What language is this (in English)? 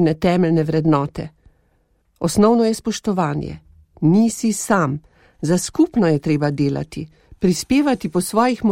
Slovenian